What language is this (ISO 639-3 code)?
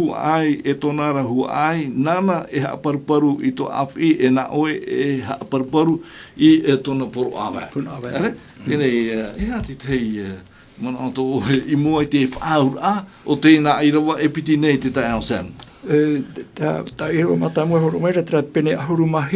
tah